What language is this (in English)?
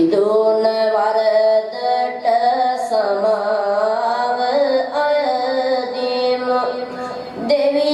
Sinhala